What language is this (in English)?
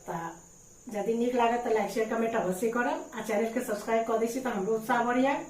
Maithili